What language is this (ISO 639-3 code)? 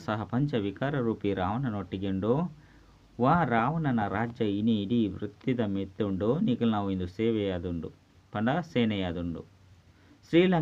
tcy